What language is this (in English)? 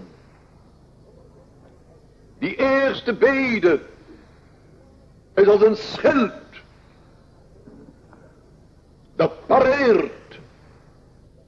Dutch